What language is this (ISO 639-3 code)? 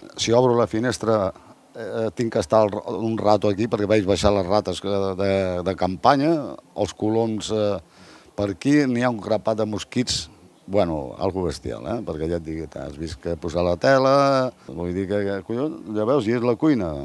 cat